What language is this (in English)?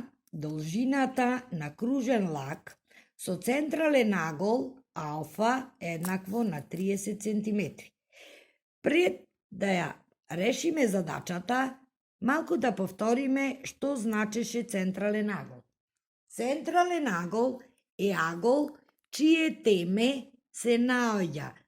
Macedonian